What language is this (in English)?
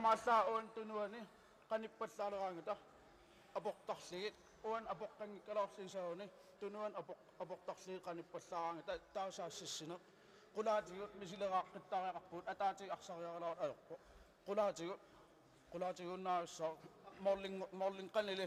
Kalaallisut